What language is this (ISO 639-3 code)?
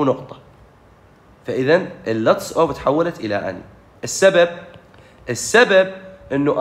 acm